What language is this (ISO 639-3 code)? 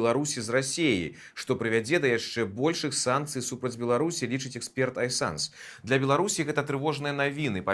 bel